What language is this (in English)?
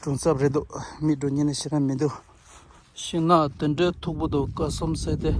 Tibetan